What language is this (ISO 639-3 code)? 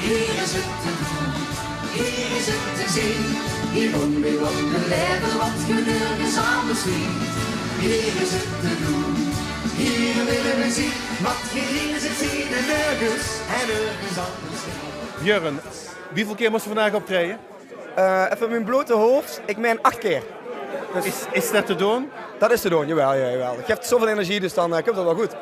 lim